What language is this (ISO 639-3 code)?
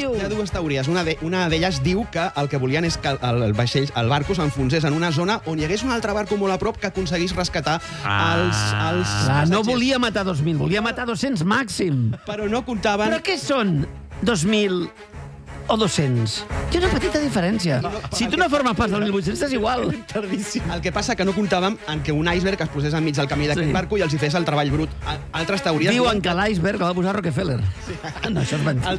cat